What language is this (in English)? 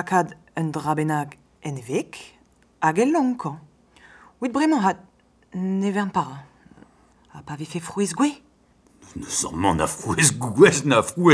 Breton